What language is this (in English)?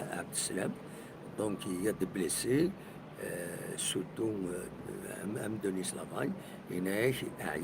Kabyle